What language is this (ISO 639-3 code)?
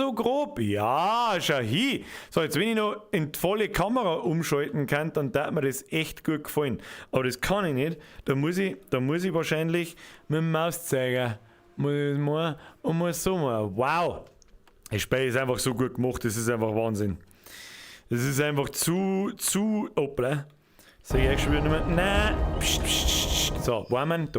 bar